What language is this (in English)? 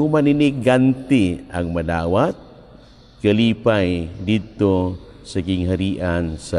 Cebuano